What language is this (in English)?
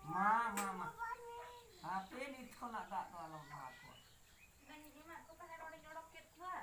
Santali